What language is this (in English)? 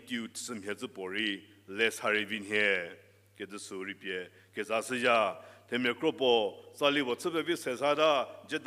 Angami Naga